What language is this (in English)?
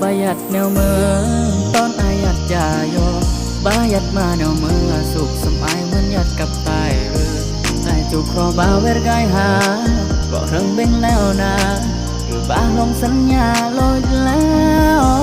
Lao